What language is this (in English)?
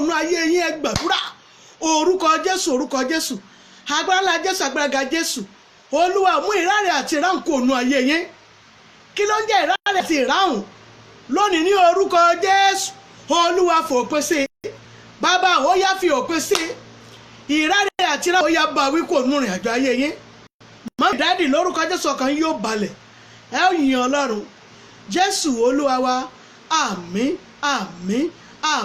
Yoruba